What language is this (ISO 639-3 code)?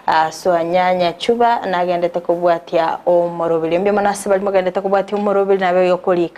guz